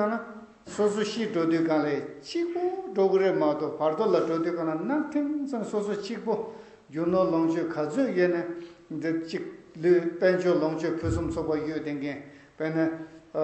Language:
Tibetan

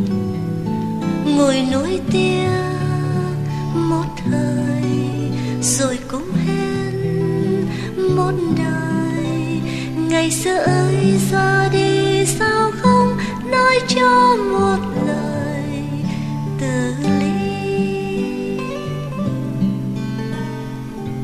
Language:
Vietnamese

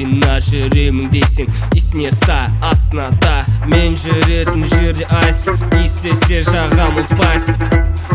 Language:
Kazakh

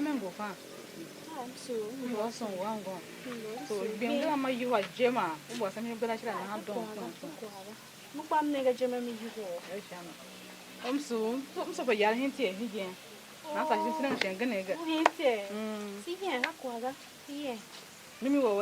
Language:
Tiv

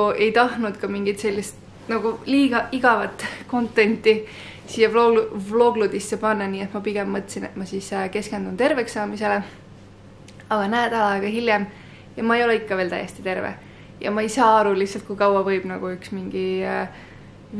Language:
Estonian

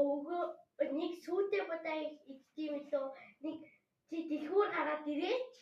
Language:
Mongolian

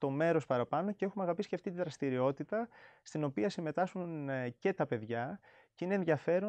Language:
Greek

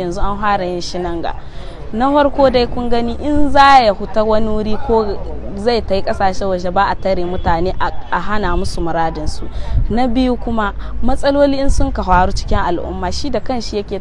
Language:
Hausa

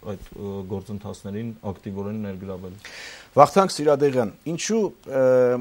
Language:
Armenian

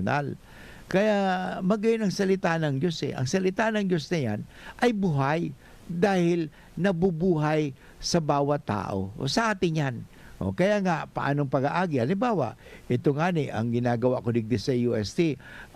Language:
Bikol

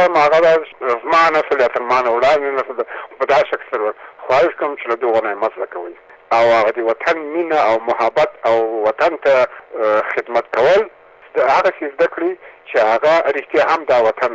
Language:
Pashto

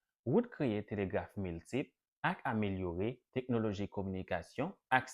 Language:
Haitian Creole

